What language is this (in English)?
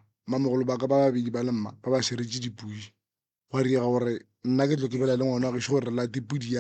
Northern Sotho